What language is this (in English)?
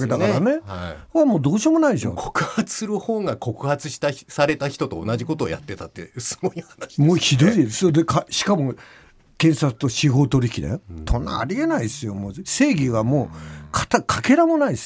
Japanese